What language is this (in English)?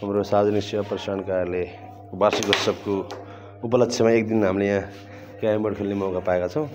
Nepali